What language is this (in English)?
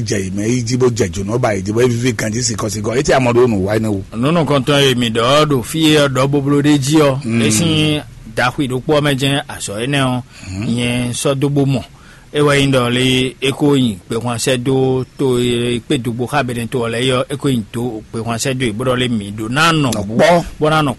Fon